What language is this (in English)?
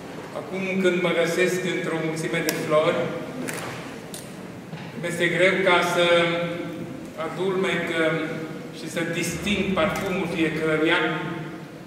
Romanian